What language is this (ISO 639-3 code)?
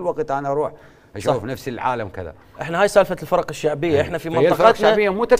acm